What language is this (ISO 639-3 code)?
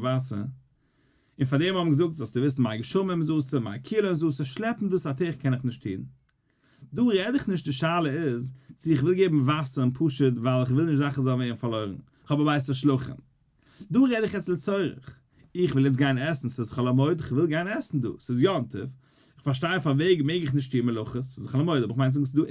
yid